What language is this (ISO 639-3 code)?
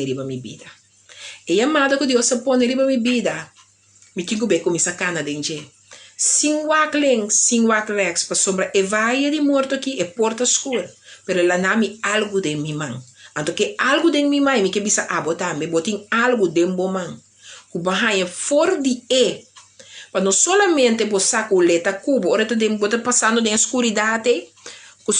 pap